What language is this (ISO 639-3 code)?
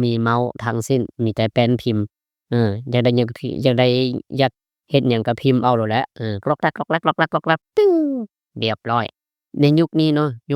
lao